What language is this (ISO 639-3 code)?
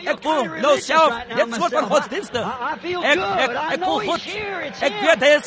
afr